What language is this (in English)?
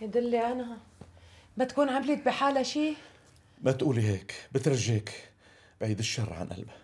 North Levantine Arabic